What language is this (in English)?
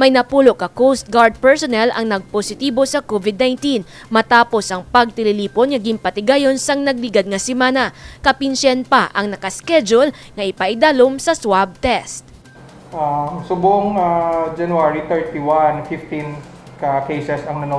Hiligaynon